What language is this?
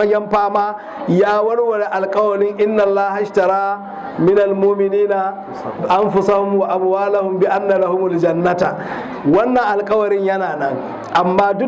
Hausa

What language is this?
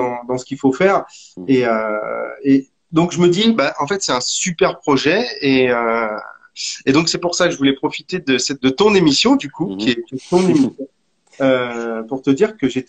French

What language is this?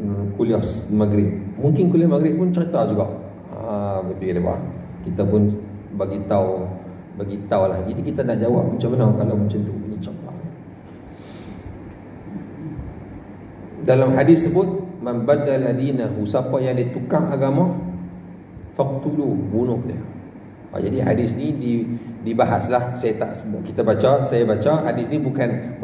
Malay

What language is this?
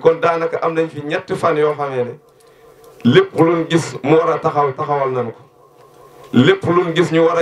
Wolof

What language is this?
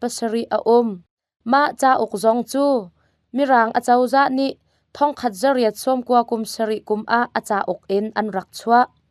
Hakha Chin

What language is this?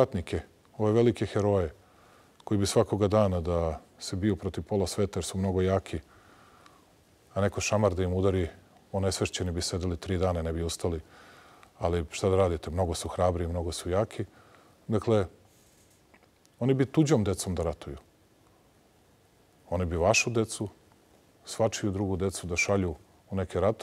Serbian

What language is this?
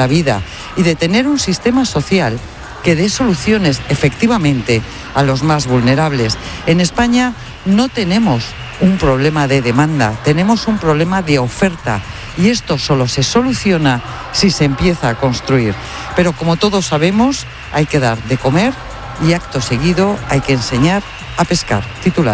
Spanish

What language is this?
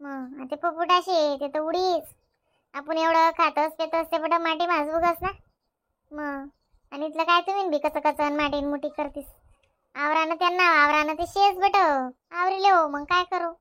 Khandesi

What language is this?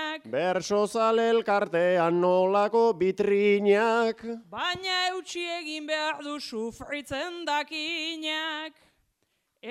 Basque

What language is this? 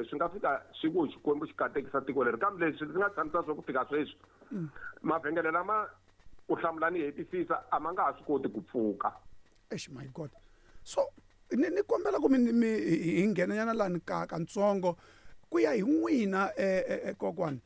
Tsonga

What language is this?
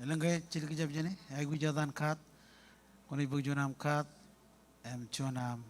Marshallese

